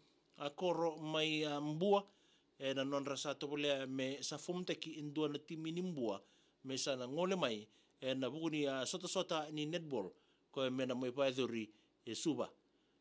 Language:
Fijian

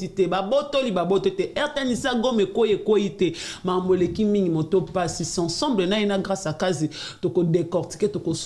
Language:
Lingala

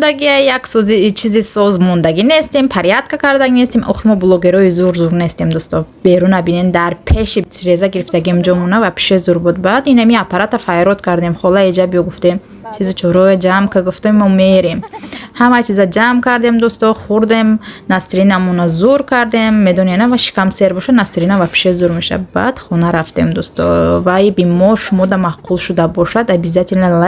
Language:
Tajik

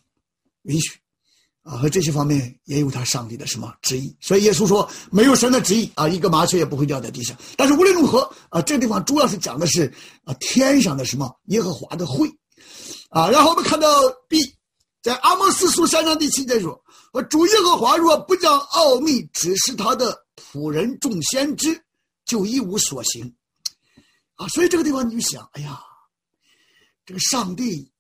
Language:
Chinese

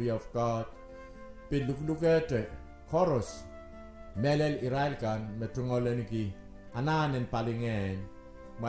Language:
Pohnpeian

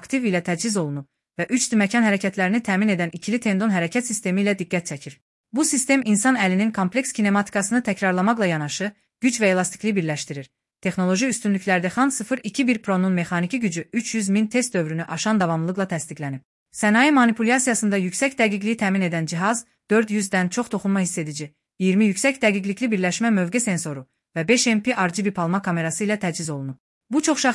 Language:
Azerbaijani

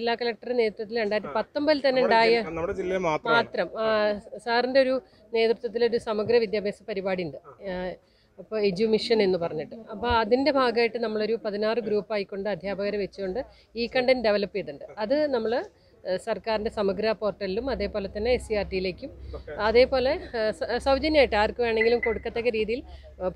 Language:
Malayalam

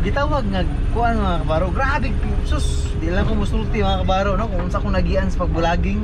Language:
Cebuano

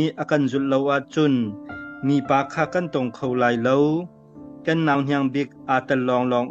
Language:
Hakha Chin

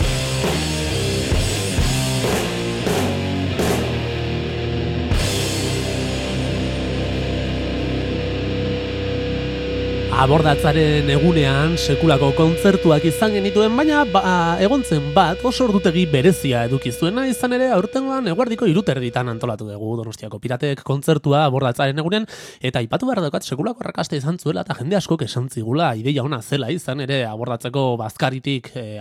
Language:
Basque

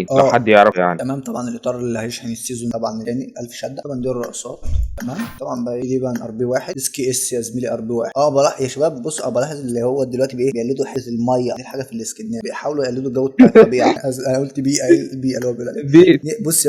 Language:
Egyptian Arabic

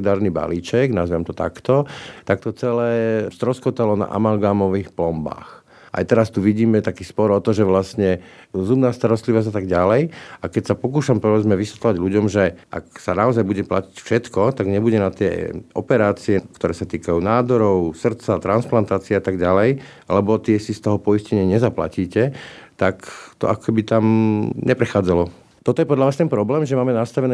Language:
Slovak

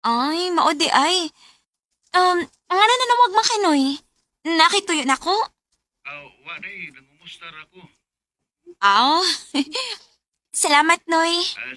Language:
Cebuano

